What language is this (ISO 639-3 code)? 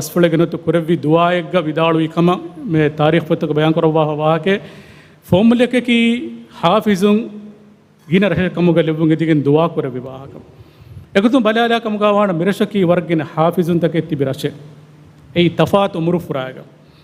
div